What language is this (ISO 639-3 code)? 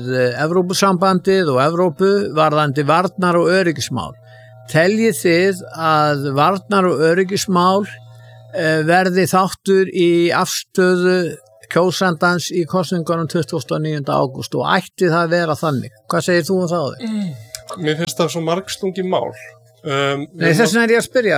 isl